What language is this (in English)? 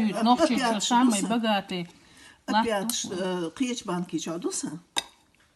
Chechen